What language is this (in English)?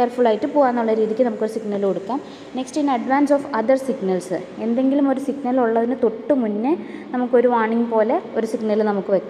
Malayalam